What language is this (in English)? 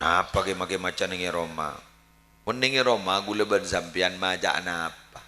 Madurese